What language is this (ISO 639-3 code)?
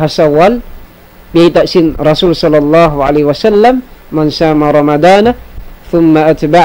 tsg